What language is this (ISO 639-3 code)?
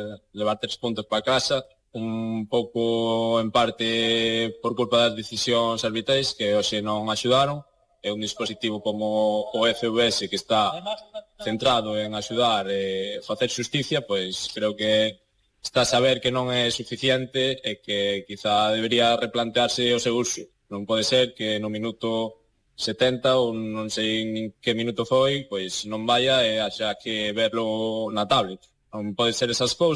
glg